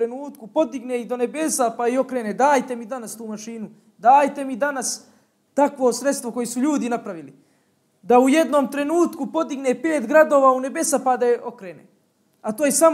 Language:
Bosnian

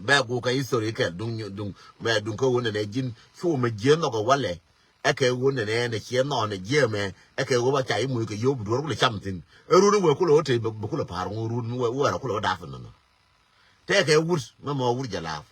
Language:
Nuer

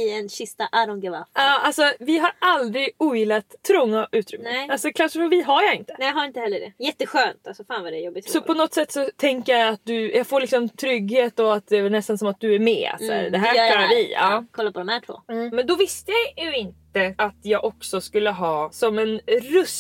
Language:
Swedish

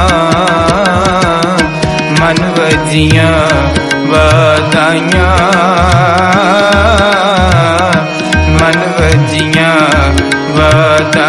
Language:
Punjabi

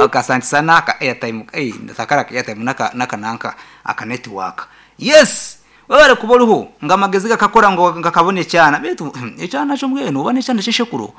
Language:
Nyankole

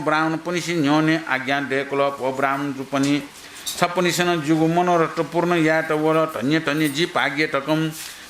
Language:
Newari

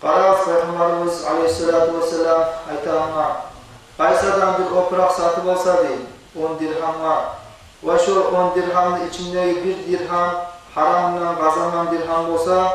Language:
Kumyk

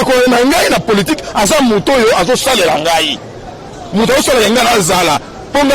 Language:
Lingala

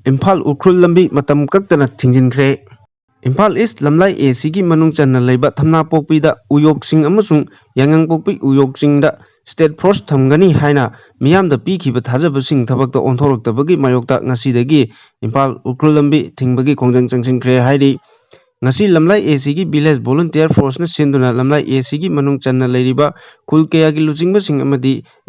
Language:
Manipuri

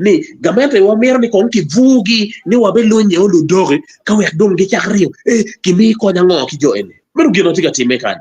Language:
Acoli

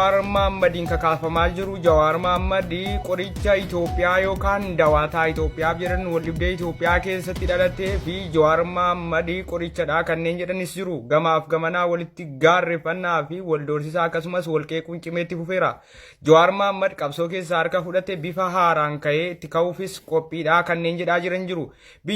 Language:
Oromo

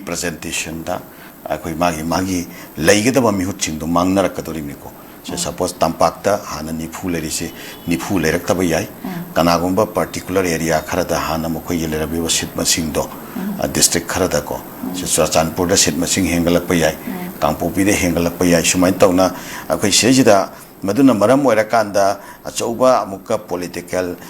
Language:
Manipuri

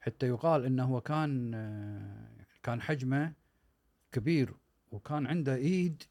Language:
Gulf Arabic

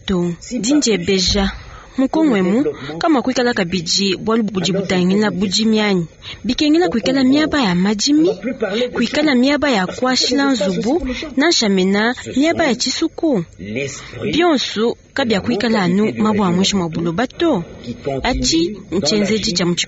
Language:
Luba-Lulua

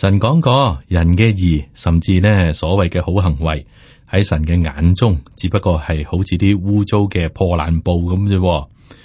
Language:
Cantonese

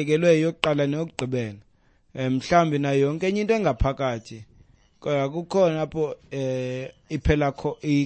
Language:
Xhosa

